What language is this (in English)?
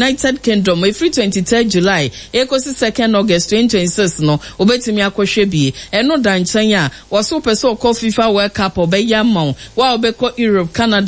Akan